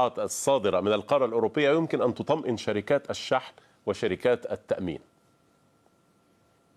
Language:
Arabic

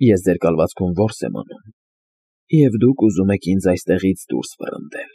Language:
Armenian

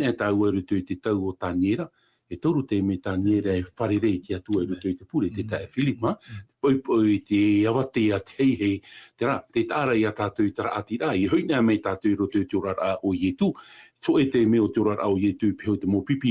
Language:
Tahitian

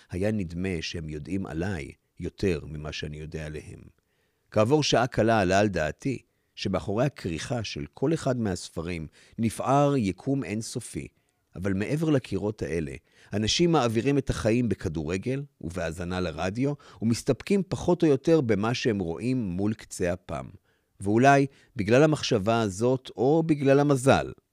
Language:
Hebrew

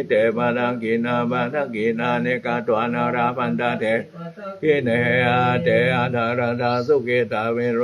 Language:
Pali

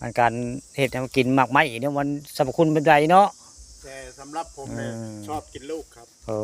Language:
Northeastern Thai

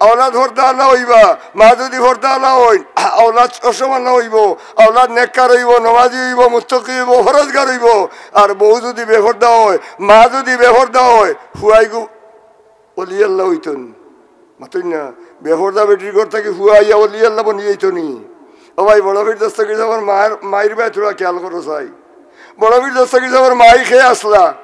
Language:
Sylheti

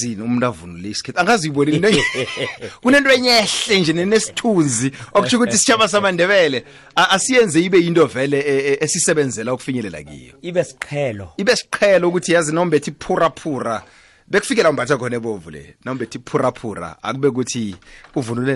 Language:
South Ndebele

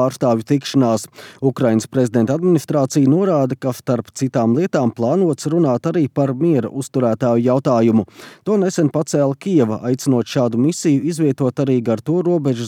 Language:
Latvian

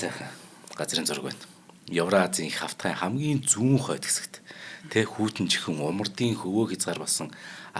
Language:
Mongolian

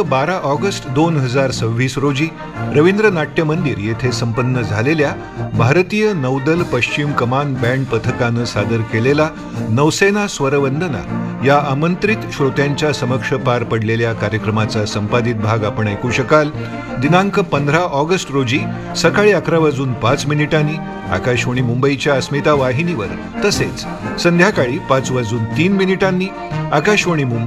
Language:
Marathi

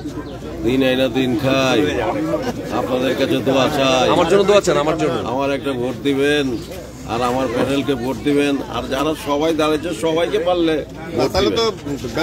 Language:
Bangla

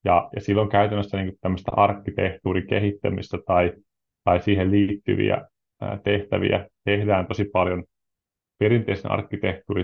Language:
Finnish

